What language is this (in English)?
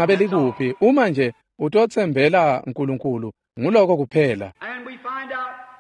Swati